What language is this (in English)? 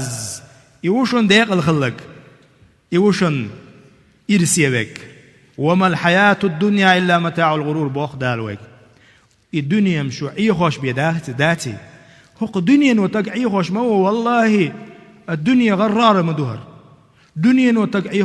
Chechen